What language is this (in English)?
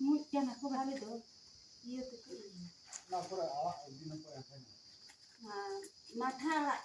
Santali